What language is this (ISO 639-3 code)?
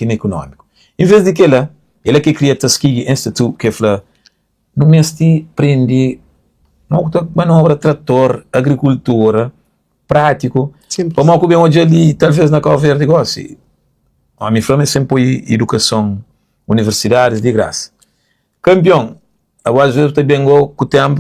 kea